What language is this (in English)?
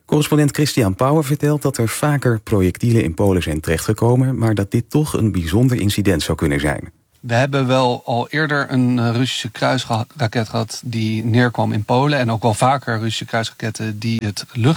Dutch